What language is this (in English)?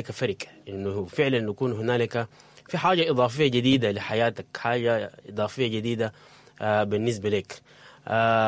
Sudanese Arabic